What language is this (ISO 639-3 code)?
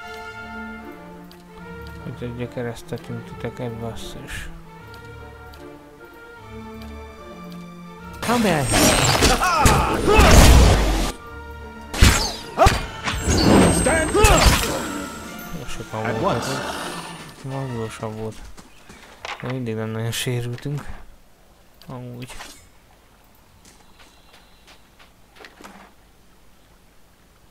hun